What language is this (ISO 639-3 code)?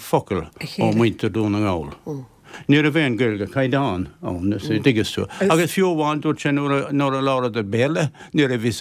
gle